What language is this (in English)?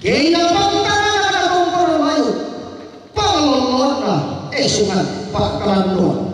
Toraja-Sa'dan